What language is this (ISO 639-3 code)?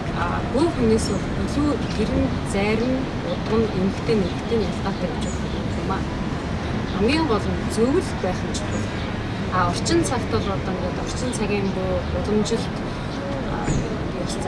mon